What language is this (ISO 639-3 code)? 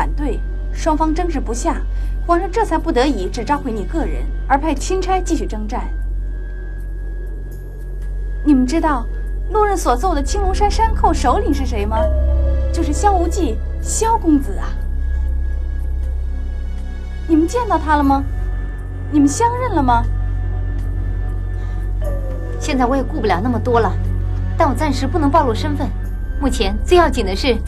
zho